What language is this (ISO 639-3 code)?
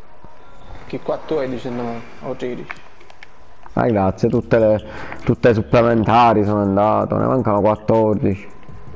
ita